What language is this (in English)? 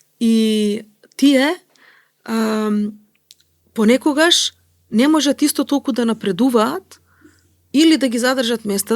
Macedonian